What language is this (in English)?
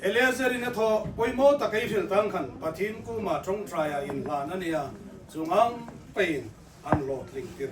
Hmar